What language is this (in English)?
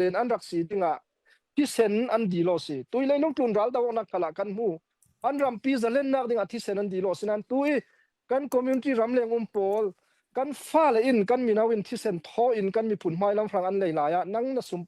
Falam Chin